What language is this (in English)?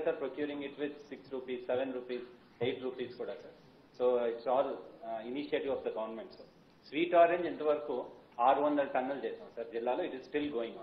Telugu